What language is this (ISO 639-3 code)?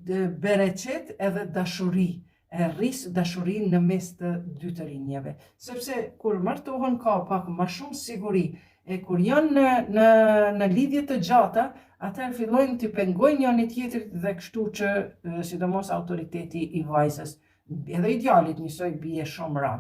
sqi